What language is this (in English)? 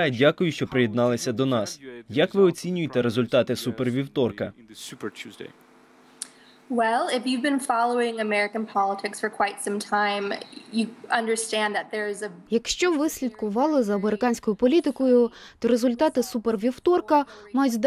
Ukrainian